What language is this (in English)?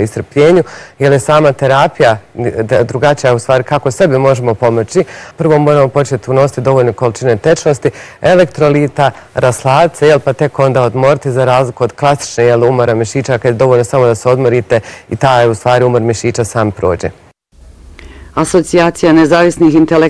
Bosnian